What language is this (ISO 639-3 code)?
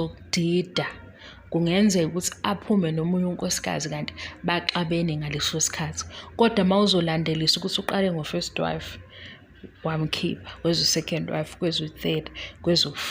zul